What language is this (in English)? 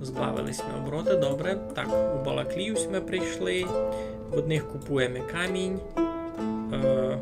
Rusyn